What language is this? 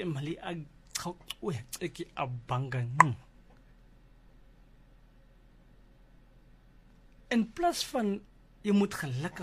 Afrikaans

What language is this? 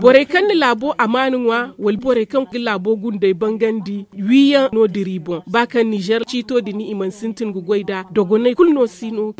Zarma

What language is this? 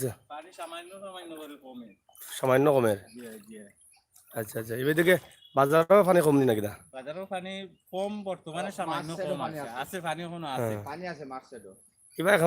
Sylheti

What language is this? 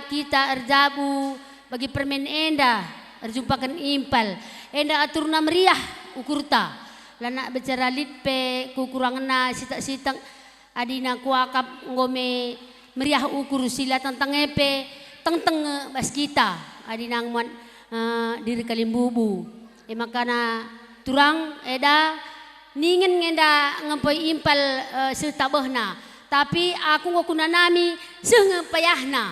Batak Karo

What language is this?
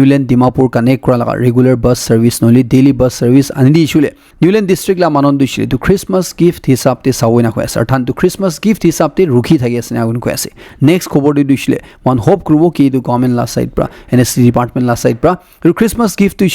Naga Pidgin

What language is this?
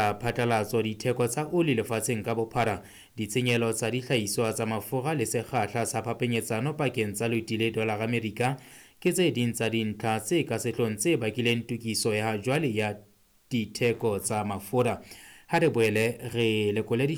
Southern Sotho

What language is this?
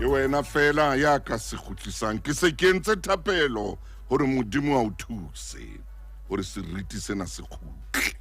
Southern Sotho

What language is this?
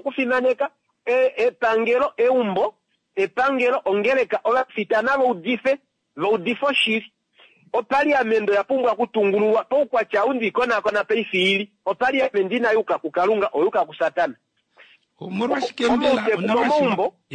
Kuanyama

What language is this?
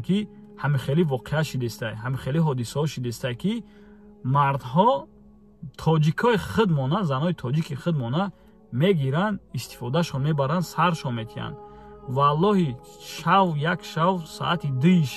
Tajik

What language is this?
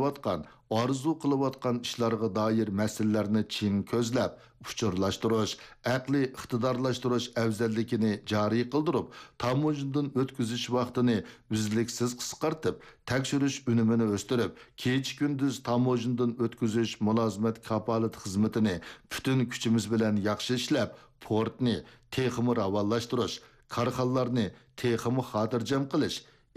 Uyghur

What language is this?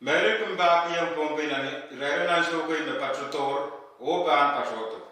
Pohnpeian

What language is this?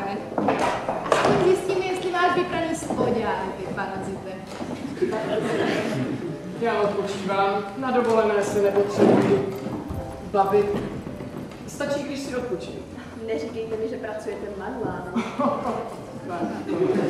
Czech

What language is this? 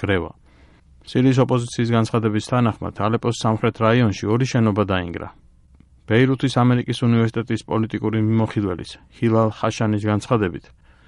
Georgian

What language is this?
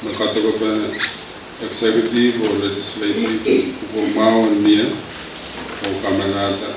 Pohnpeian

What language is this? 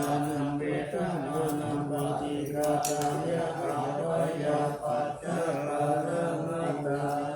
Pali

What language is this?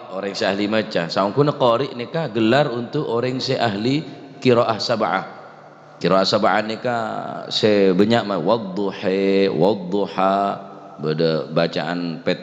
Madurese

